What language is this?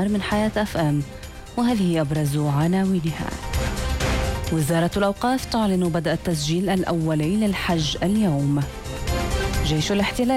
Arabic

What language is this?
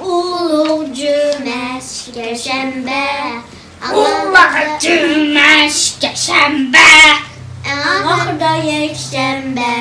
Uyghur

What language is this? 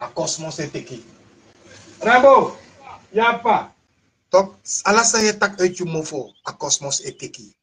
Sranan Tongo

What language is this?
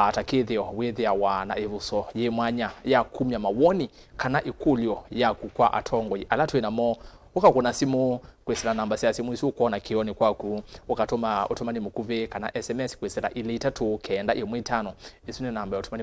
Kamba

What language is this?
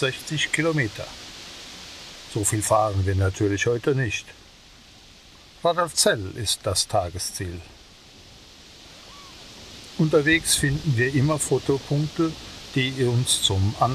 German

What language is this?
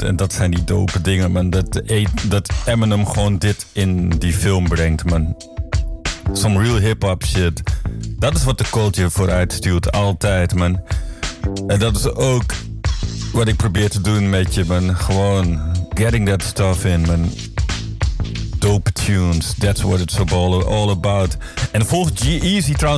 Dutch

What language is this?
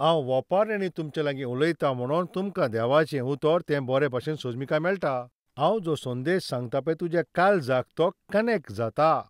Konkani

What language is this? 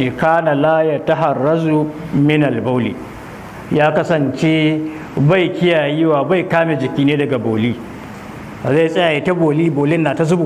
Hausa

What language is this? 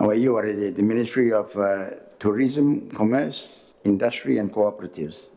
Gilbertese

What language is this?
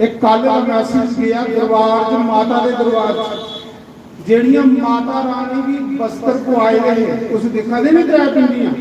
Dogri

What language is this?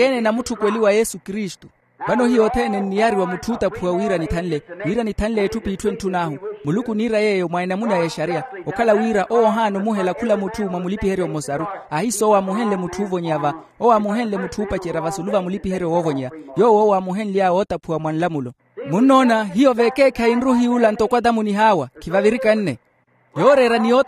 Makhuwa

